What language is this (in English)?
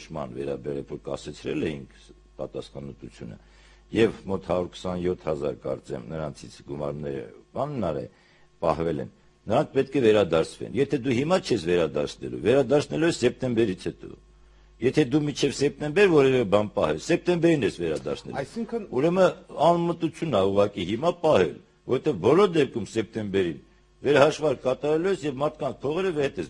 Armenian